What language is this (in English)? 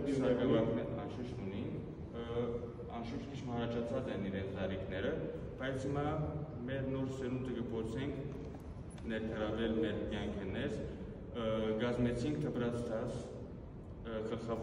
Western Armenian